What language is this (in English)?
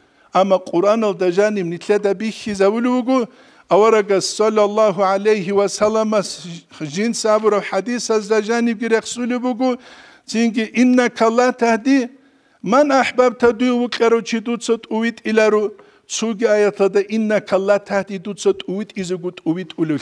Avaric